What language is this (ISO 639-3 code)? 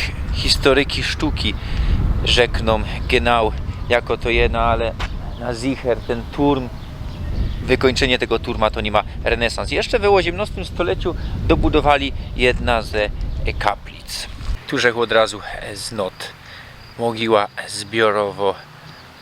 szl